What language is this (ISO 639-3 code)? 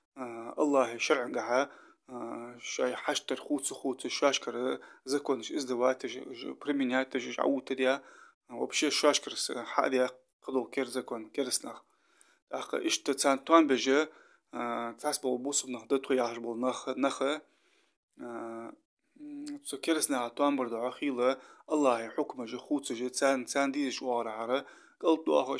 inh